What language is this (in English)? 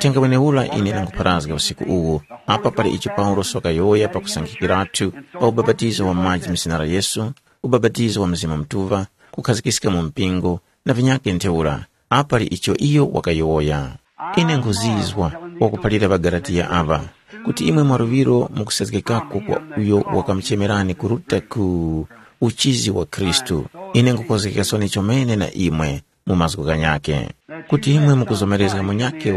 Tumbuka